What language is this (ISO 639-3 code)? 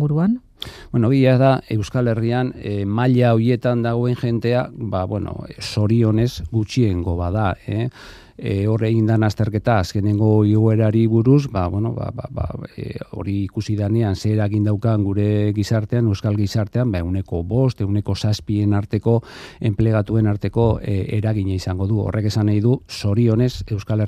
eus